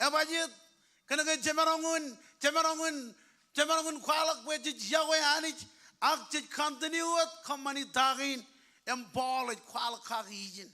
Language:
Marshallese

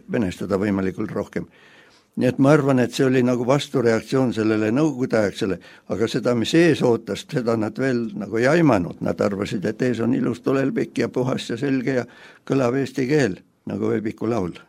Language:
Estonian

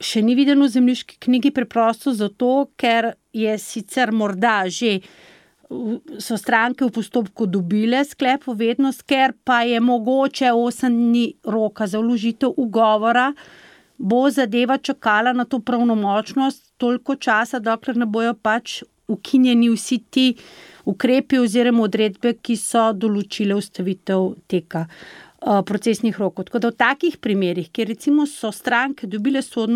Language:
Slovenian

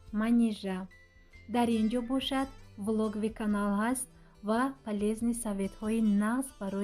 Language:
Tajik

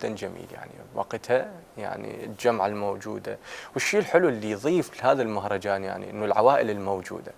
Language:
Mesopotamian Arabic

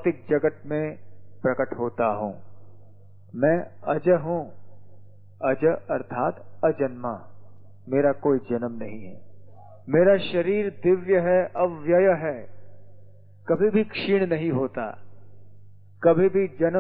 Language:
Hindi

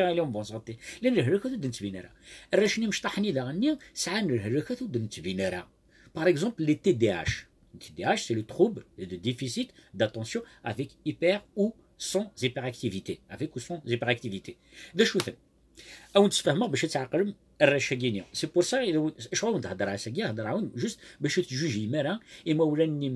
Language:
Kabyle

